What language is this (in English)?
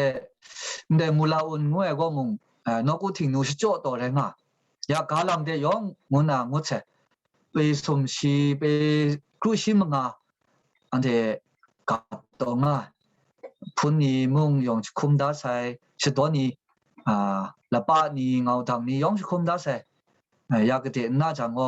Kachin